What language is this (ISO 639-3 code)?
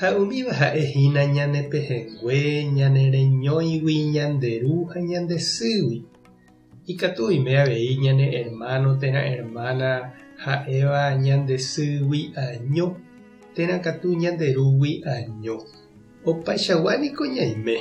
grn